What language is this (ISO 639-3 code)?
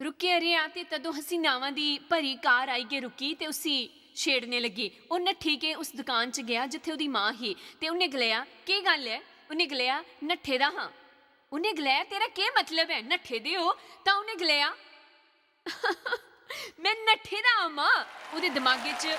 doi